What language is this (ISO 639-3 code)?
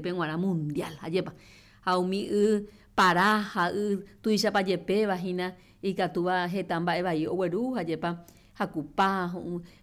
grn